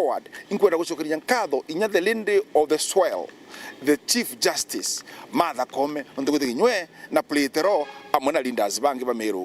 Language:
Meru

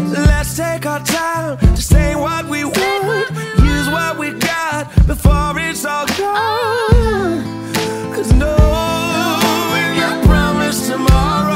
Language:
English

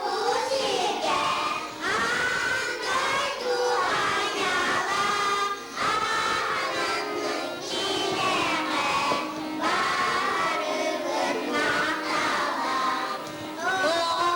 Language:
Yakut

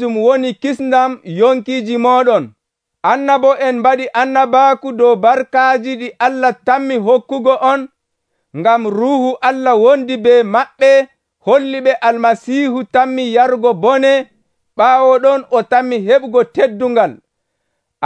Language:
Nigerian Fulfulde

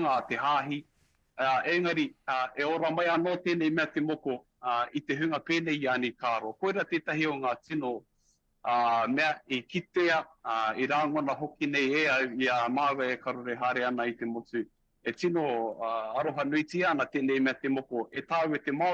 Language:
Māori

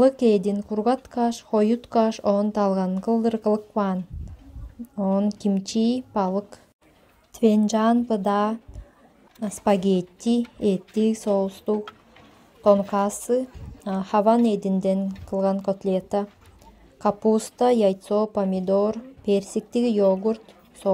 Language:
Tuvinian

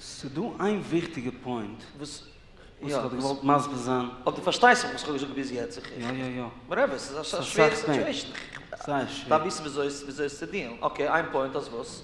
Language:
Yiddish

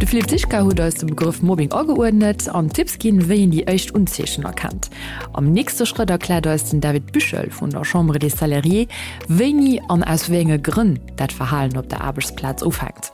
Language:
Luxembourgish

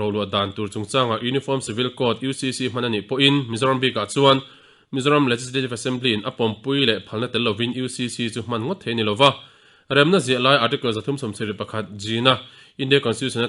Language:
Mizo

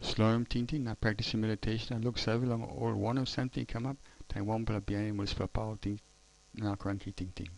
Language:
Tok Pisin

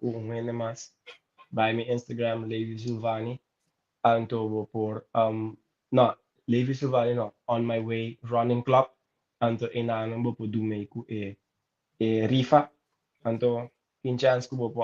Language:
Papiamento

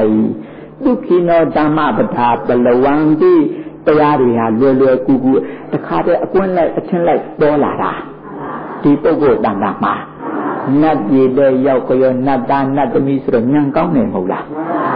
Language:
Burmese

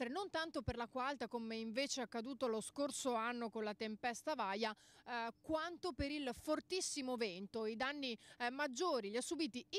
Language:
Italian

